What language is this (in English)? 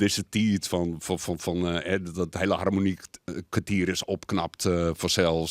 Western Frisian